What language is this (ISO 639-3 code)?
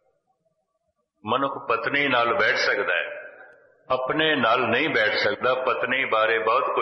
pan